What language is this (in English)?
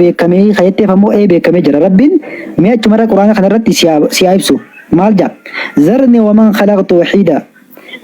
Oromo